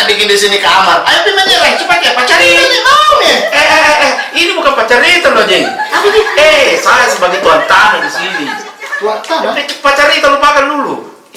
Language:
Makassar Malay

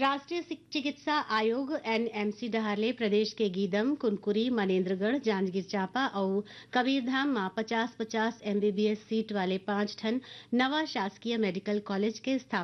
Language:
Chhattisgarhi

